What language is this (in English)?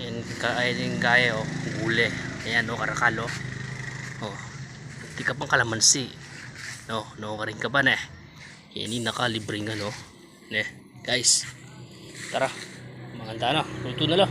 Pampanga